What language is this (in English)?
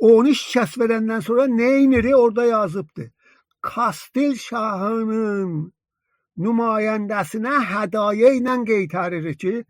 South Azerbaijani